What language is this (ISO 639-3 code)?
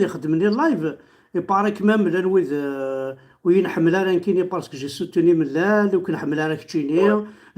kab